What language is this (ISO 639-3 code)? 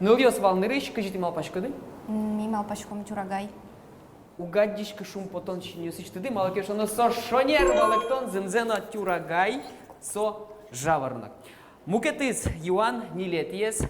udm